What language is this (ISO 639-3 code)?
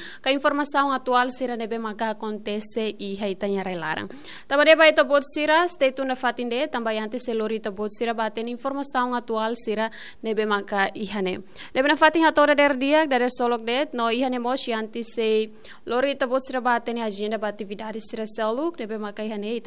tet